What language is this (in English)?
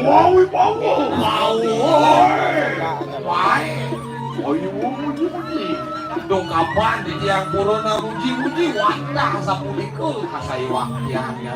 Balinese